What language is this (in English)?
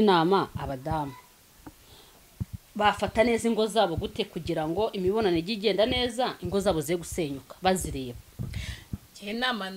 Kinyarwanda